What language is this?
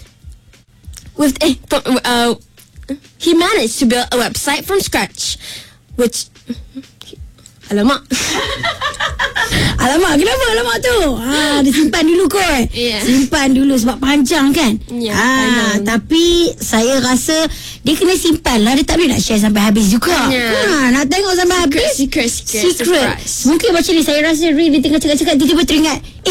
Malay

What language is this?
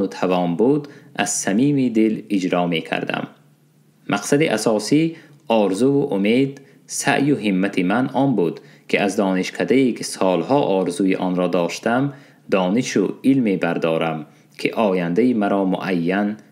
Tajik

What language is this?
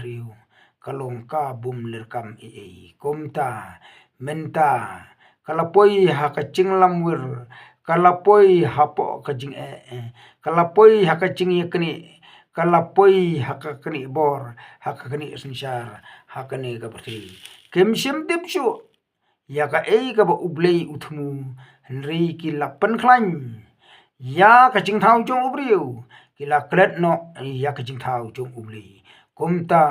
Khasi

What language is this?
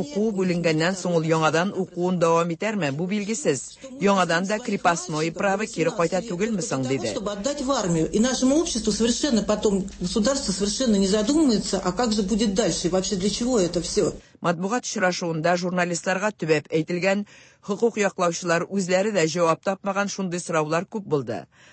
Tatar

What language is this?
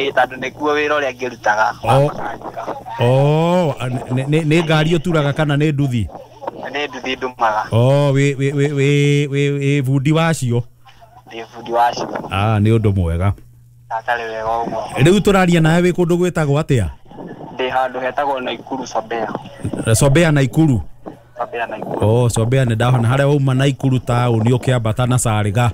Kikuyu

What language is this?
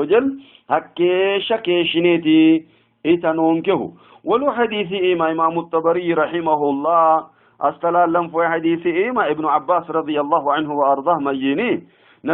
Sidamo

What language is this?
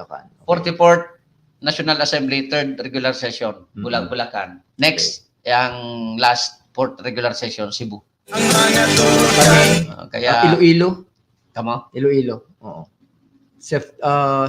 Bikol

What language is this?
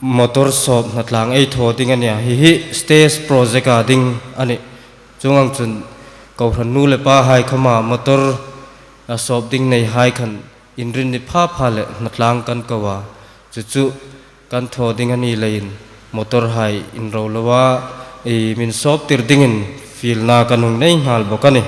Hmar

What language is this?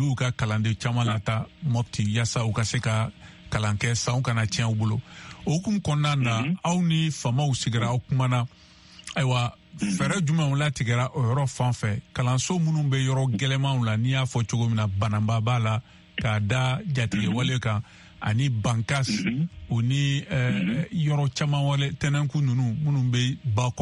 Bambara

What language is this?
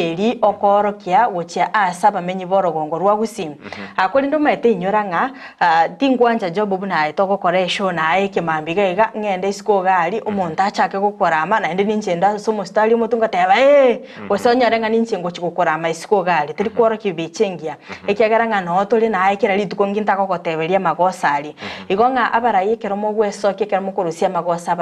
Gusii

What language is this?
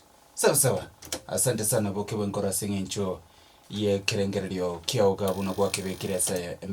Gusii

